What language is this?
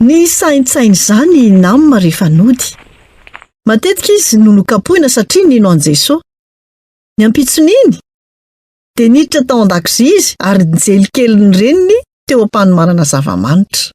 Malagasy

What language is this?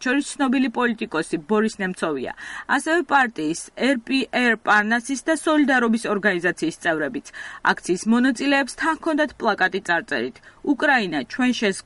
Georgian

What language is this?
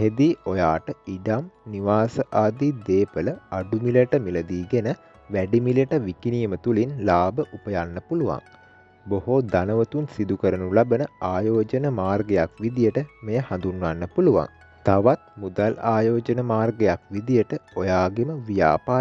Sinhala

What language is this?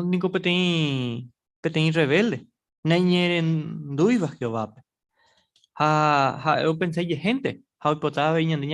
Guarani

